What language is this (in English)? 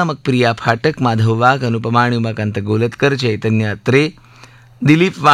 Marathi